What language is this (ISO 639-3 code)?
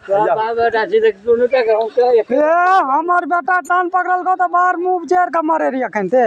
mai